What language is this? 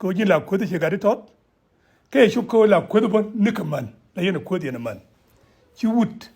Nuer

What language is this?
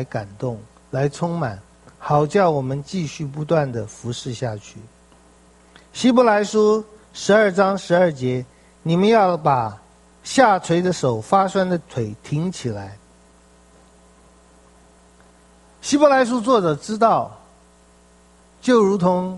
Chinese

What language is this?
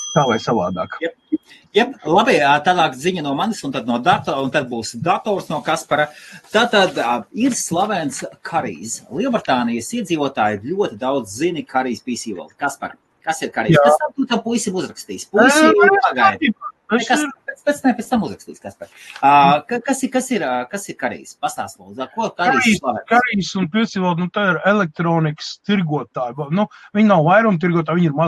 Latvian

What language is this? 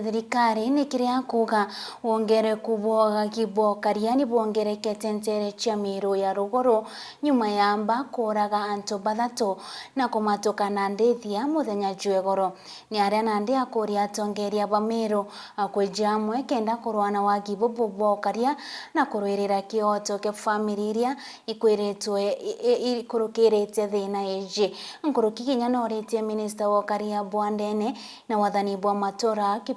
Meru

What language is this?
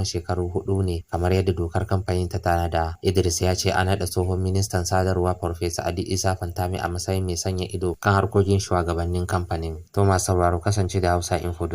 Hausa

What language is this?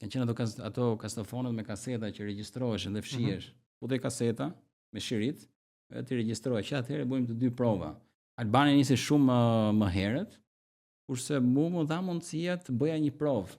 Albanian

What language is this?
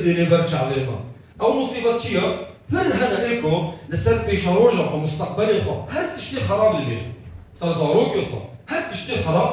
Kurdish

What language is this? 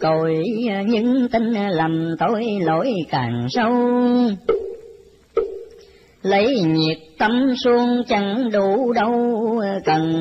Vietnamese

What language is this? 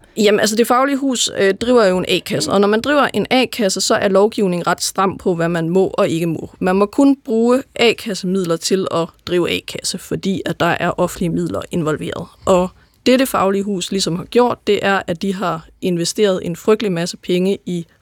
Danish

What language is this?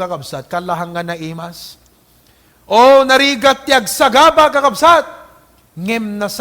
Iloko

